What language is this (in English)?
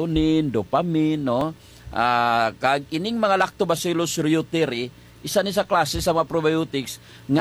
Hiligaynon